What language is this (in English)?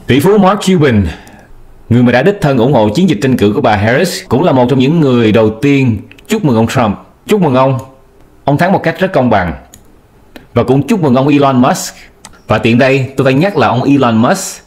Vietnamese